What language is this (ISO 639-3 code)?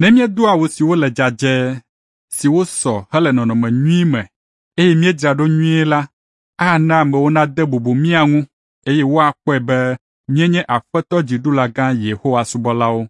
ewe